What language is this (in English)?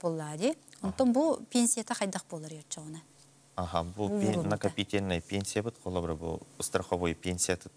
Yakut